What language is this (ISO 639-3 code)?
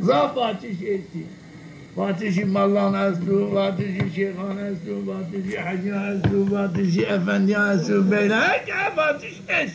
zza